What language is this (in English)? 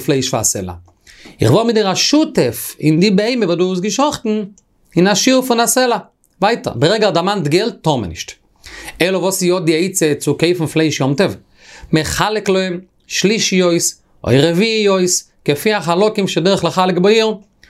Yiddish